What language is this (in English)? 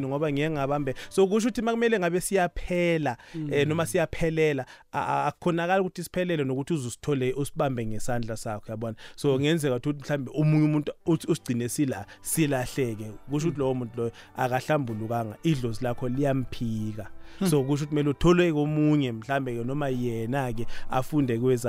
South Ndebele